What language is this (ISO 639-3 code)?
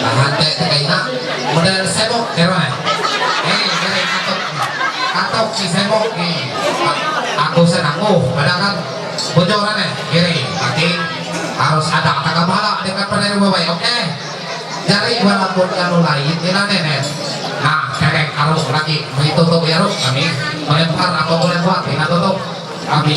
mhy